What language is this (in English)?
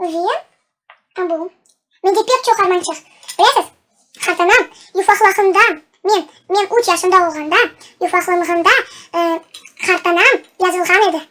Crimean Tatar